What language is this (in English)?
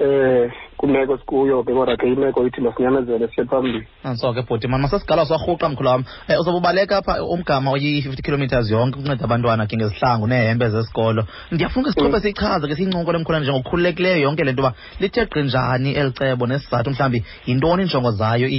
Xhosa